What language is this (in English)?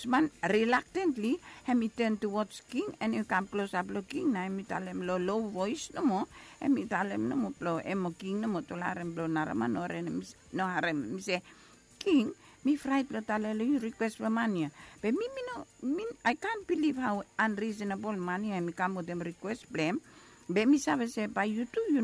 Bislama